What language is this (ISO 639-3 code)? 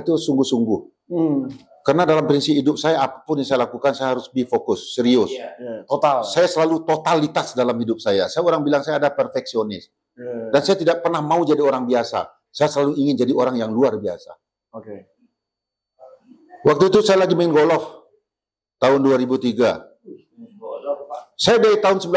ind